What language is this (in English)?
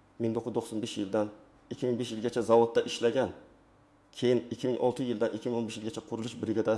Uzbek